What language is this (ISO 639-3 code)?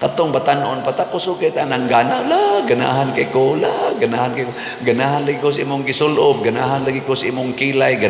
ceb